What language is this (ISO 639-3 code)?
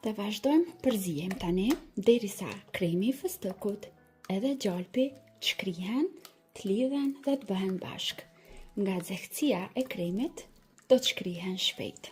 sqi